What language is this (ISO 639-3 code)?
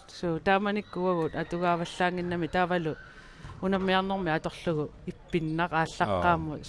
kal